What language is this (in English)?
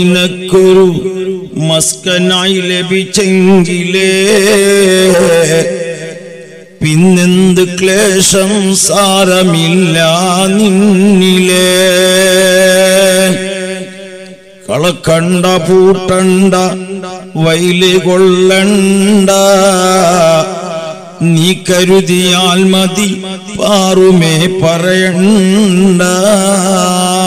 Malayalam